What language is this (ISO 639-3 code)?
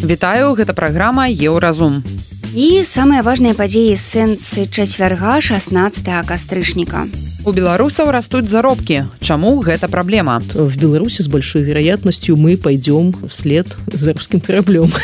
bel